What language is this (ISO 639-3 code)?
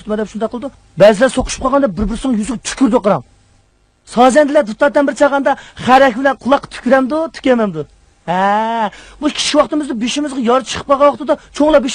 uig